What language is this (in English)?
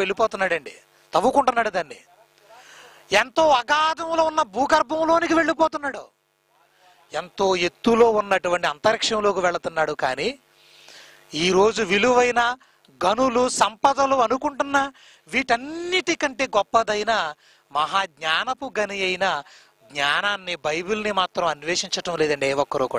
Telugu